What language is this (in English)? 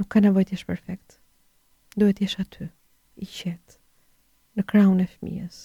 Albanian